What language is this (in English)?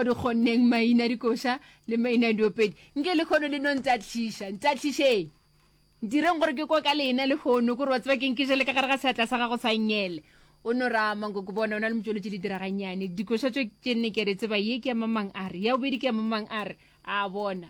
Northern Sotho